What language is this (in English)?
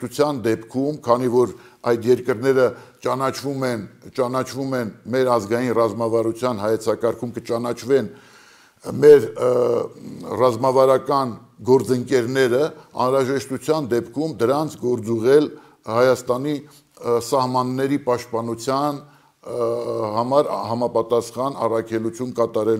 Armenian